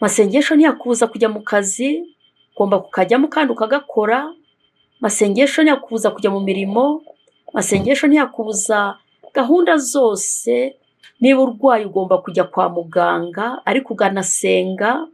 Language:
Kinyarwanda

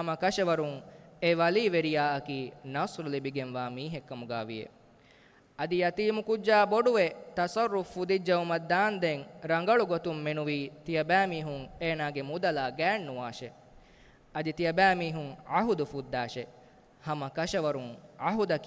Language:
Divehi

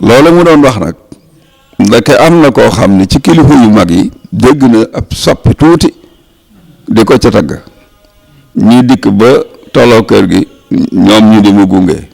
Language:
Wolof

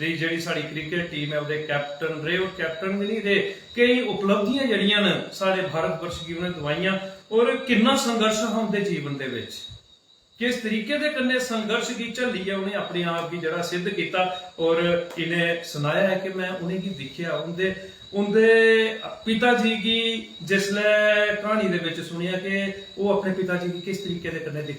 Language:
Dogri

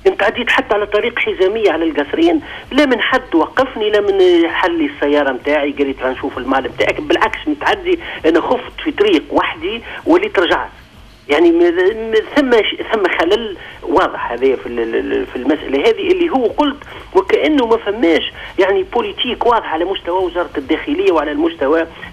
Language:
Tunisian Arabic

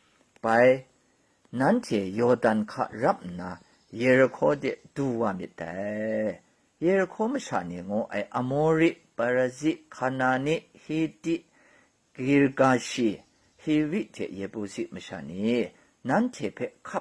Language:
Kachin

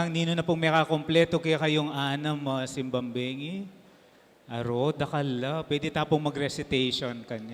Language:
Pampanga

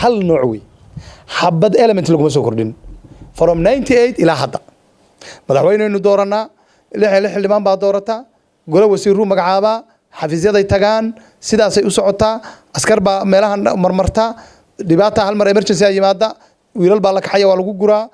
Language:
Somali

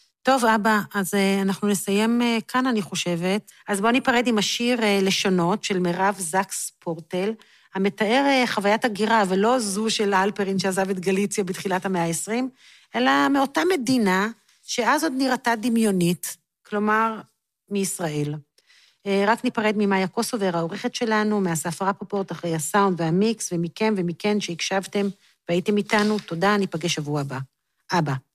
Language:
Hebrew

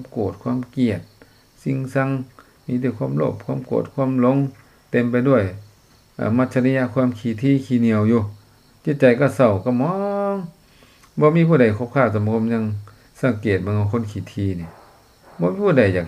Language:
Lao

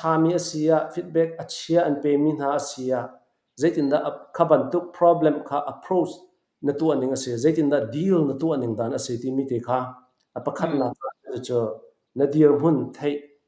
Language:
Falam Chin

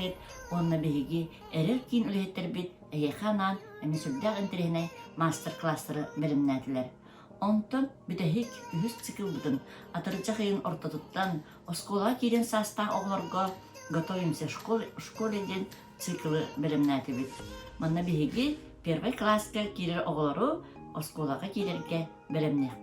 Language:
Yakut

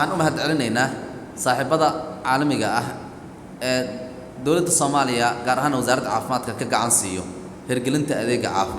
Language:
Somali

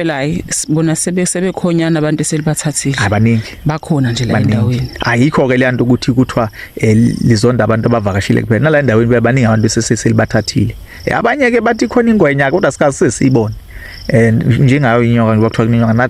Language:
Zulu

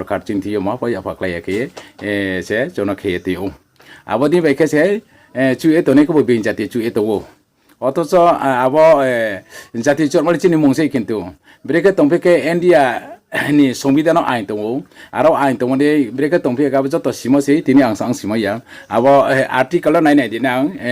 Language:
Riang (India)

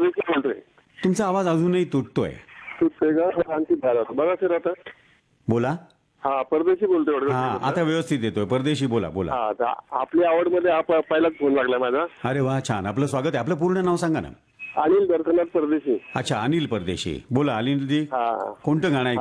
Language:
Marathi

